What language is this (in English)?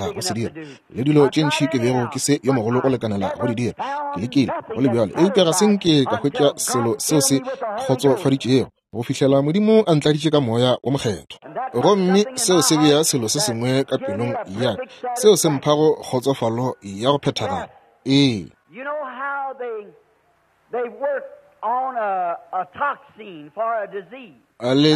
Northern Sotho